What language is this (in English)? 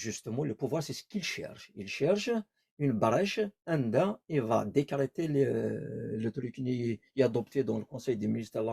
Kabyle